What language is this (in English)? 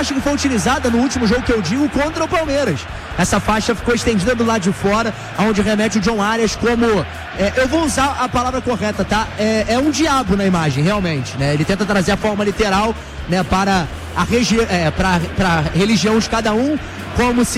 Portuguese